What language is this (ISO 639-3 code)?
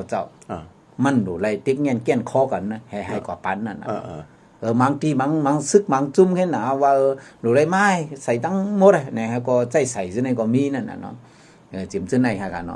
shn